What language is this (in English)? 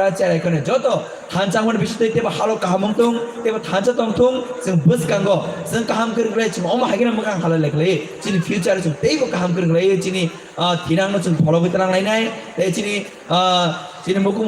Kok Borok